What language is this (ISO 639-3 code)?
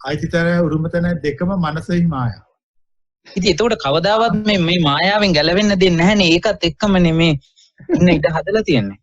sin